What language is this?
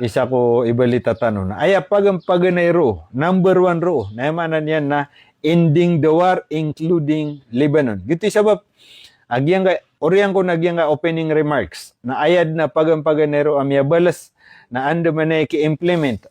Maranao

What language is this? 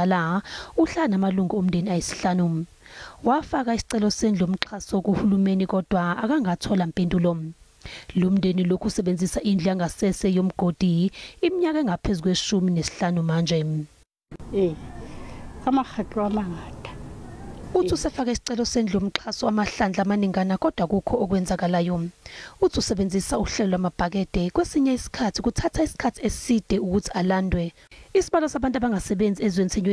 Zulu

